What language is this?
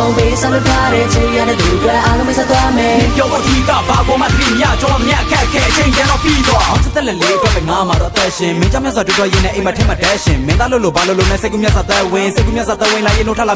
Burmese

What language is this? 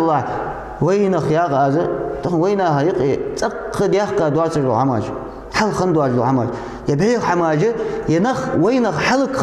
Ingush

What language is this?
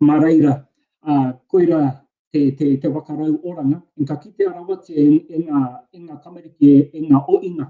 Māori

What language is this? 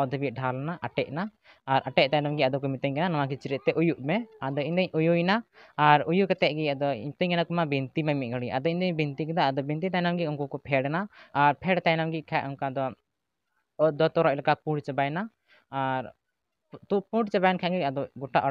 Santali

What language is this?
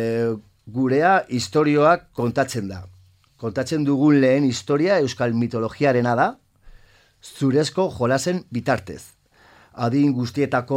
Basque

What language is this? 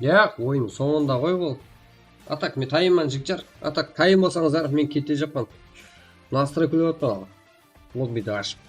Kara-Kalpak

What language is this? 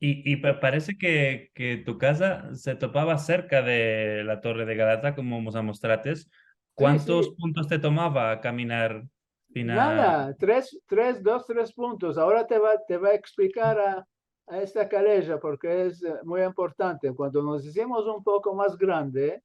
Ladino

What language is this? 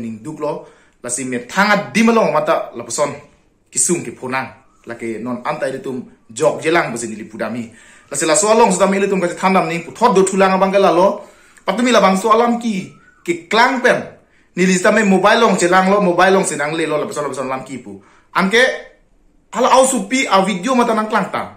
Karbi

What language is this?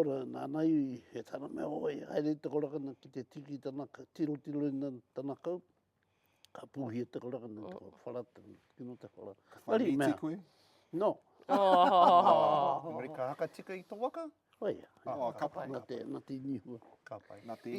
Māori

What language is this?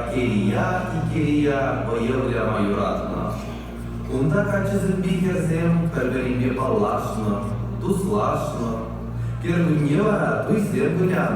Chuvash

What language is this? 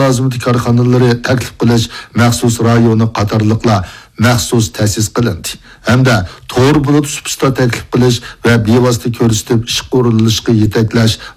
Uyghur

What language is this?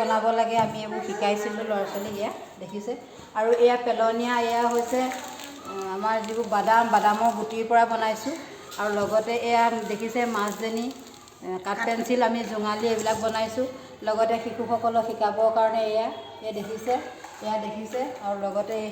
Assamese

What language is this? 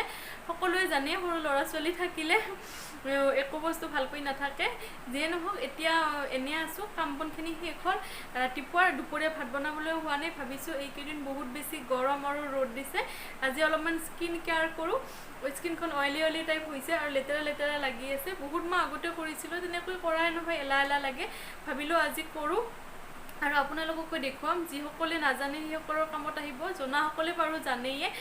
Assamese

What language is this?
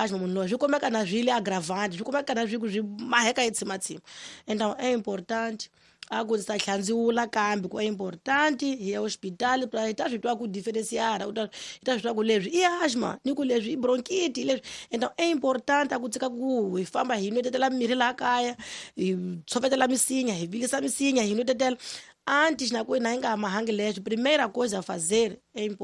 Tsonga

